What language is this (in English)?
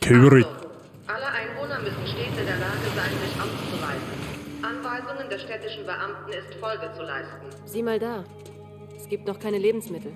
Bavarian